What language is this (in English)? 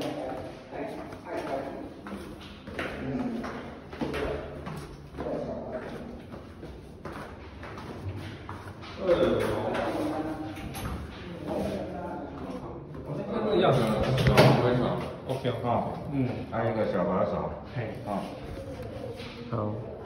Chinese